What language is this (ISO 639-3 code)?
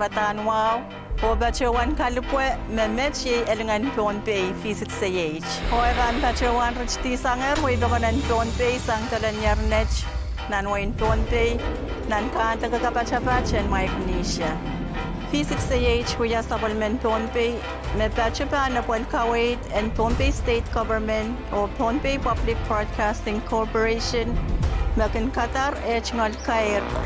pon